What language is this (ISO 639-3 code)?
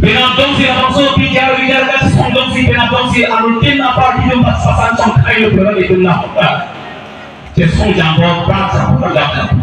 mjw